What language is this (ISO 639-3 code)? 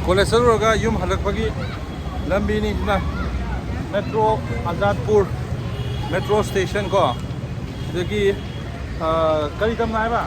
mni